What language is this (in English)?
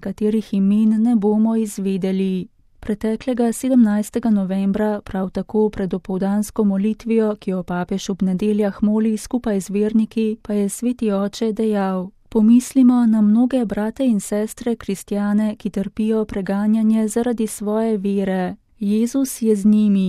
Slovenian